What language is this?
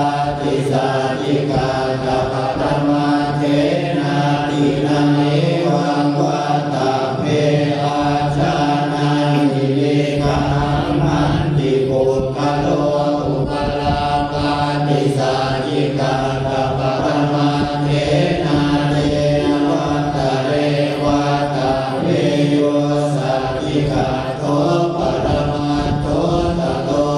Pali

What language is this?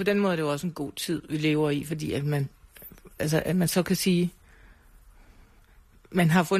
Danish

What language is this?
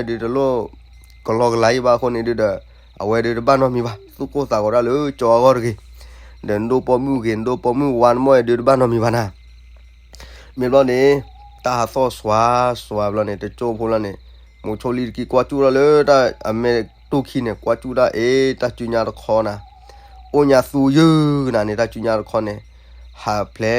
S'gaw Karen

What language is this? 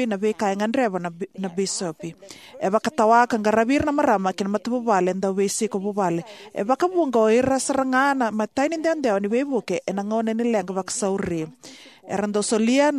Fijian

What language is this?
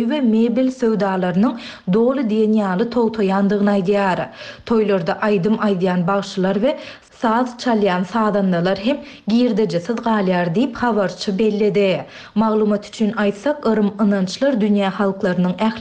Turkmen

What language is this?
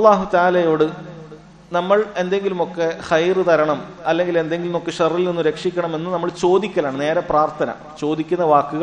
Malayalam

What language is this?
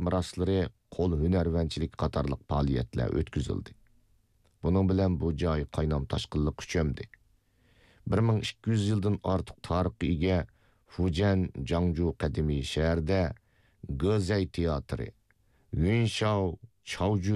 Uyghur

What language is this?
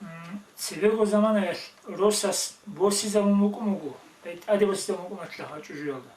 Avaric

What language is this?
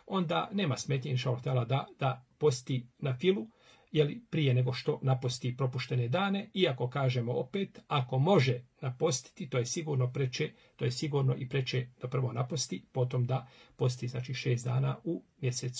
Bosnian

